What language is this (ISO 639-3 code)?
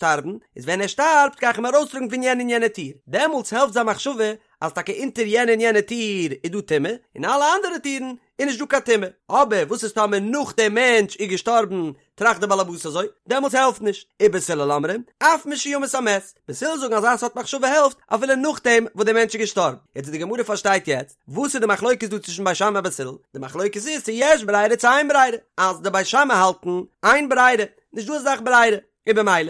yid